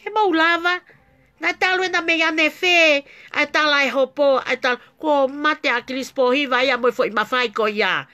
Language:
Tongan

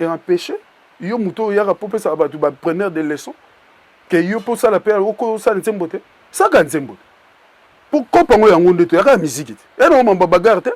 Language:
Lingala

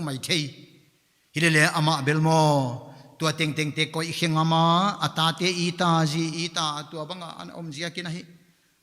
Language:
Paite Chin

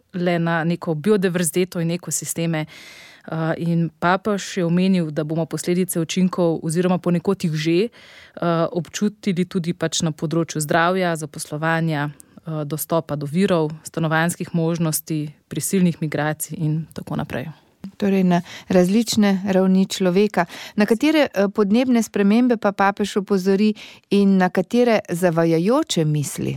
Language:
Slovenian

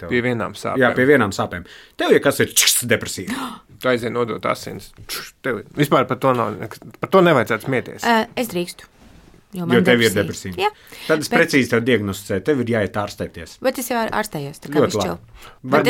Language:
Latvian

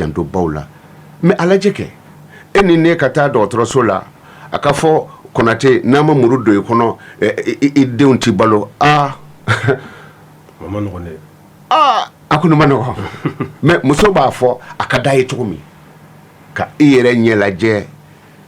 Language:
Bambara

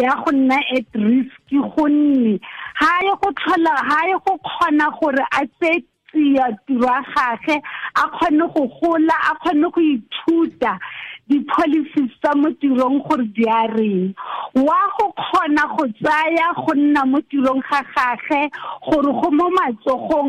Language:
Tswana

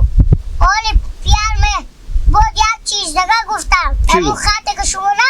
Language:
Hazaragi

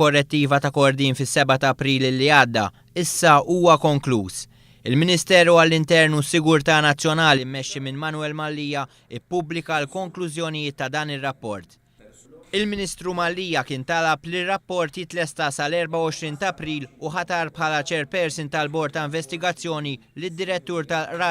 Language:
Maltese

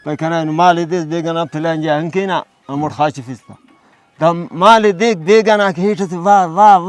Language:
Brahui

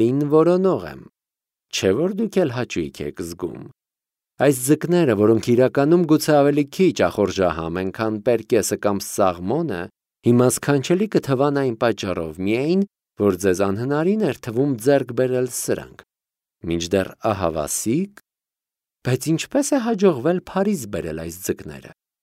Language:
Armenian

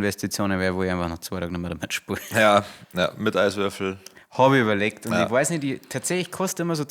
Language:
Bavarian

